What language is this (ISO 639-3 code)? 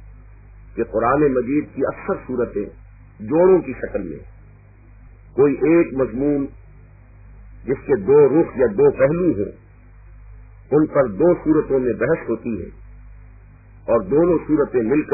urd